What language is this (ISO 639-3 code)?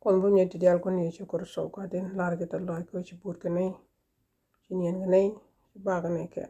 nus